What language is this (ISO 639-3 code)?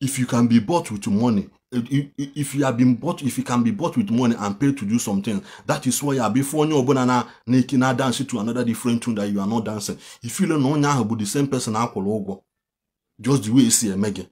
ibo